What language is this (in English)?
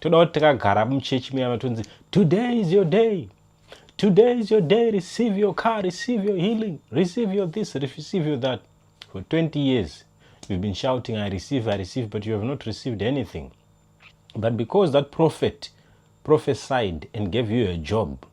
Shona